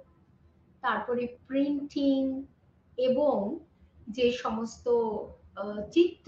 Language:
Bangla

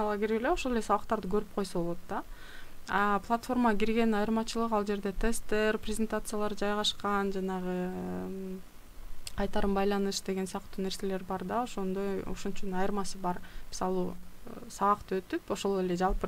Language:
Kyrgyz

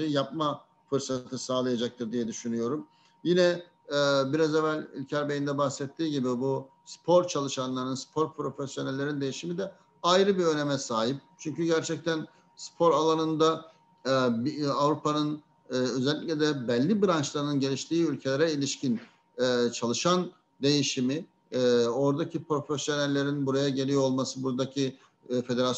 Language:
Turkish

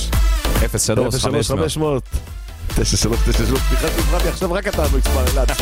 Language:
Hebrew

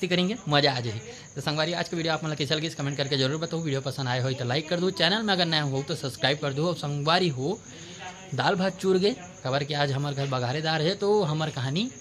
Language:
Chhattisgarhi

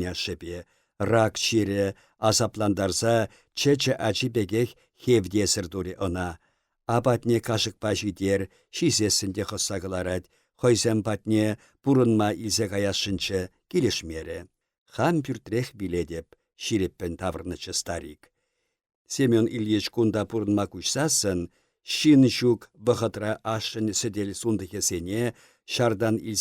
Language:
Chuvash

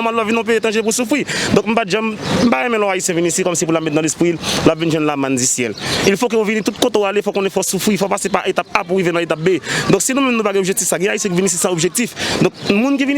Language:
Haitian Creole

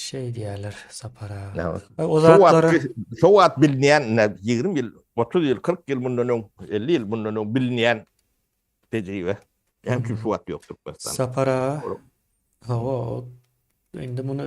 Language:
Turkmen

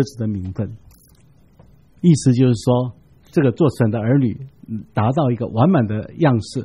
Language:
Chinese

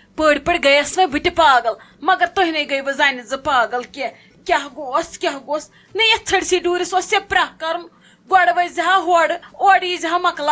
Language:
Kashmiri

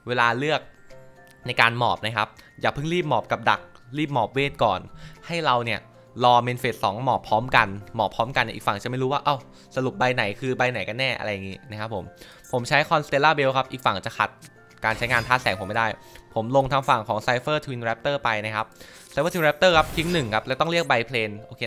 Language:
Thai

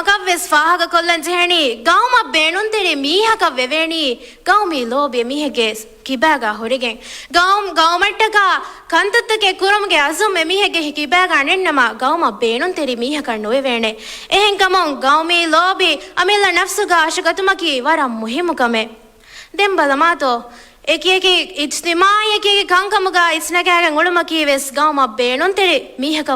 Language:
Divehi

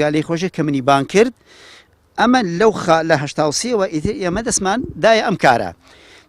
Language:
Central Kurdish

